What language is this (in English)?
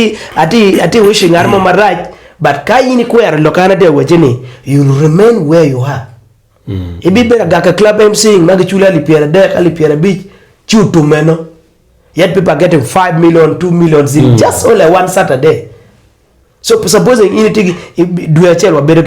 Acoli